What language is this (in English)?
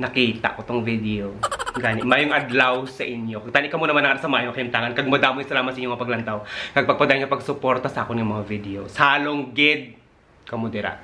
Hiligaynon